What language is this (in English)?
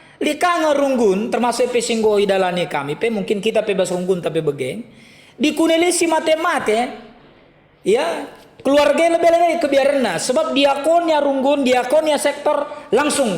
Batak Karo